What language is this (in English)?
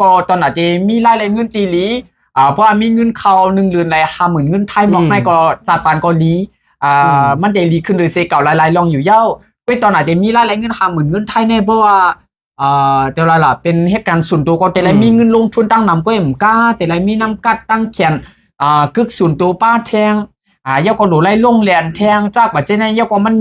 Shan